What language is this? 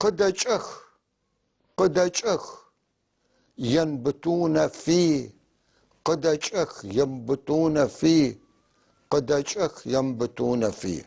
North Levantine Arabic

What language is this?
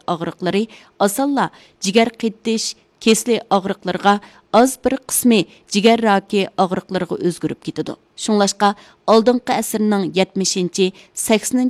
Uyghur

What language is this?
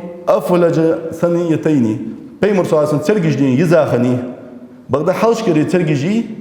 Ingush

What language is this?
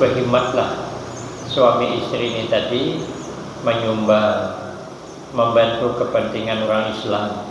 Banjar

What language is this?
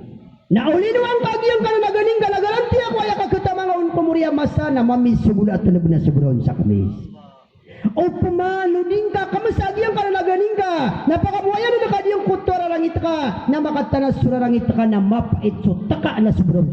Maranao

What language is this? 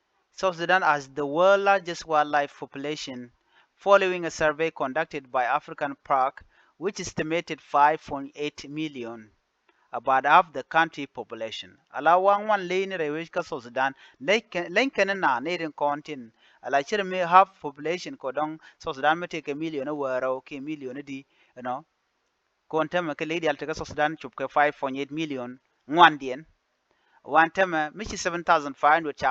Nuer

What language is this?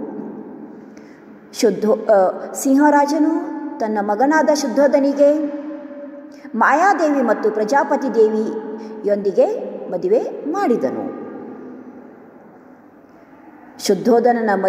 Kannada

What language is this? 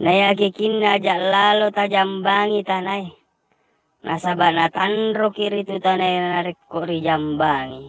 Buginese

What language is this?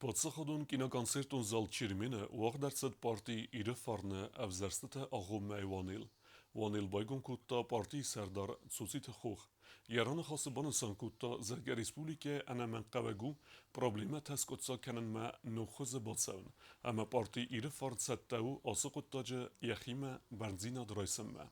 Ossetic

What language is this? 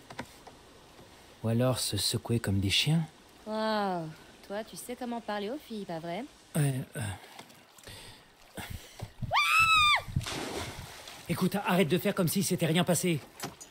French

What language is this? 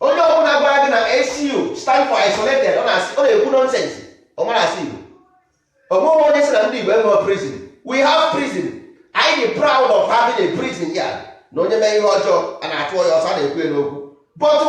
Igbo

